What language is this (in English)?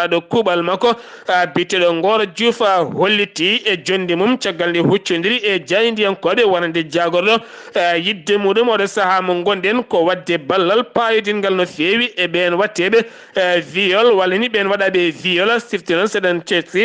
Fula